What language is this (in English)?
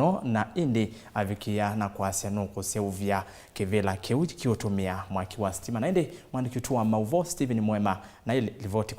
Kamba